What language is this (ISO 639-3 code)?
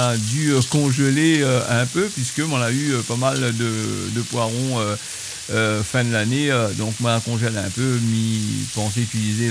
rcf